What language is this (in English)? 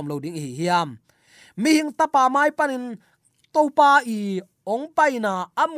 Tedim Chin